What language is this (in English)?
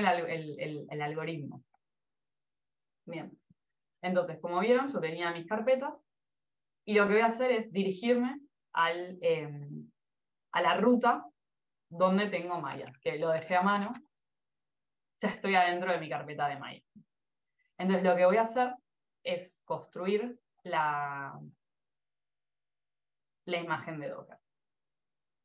Spanish